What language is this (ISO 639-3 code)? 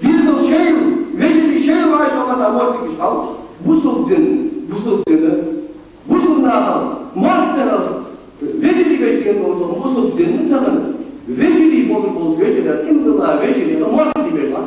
inh